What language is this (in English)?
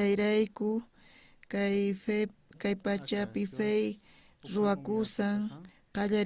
South Bolivian Quechua